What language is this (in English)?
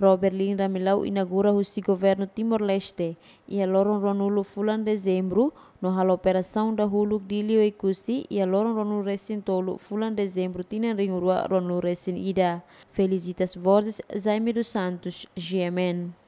Tetum